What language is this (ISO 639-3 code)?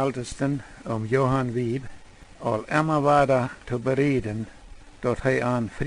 pdt